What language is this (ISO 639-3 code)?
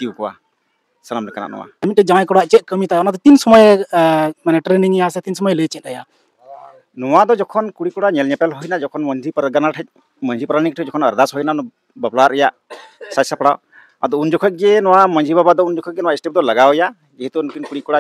sat